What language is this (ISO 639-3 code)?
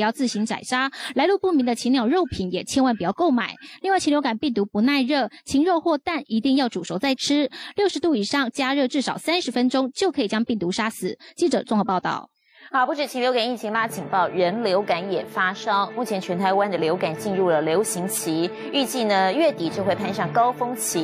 zho